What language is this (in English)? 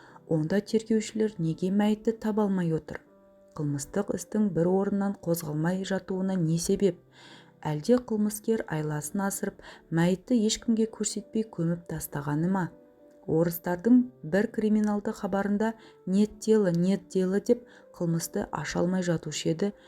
Kazakh